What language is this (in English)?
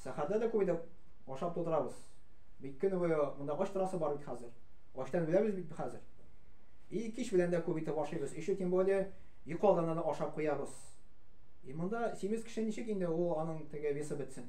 Tatar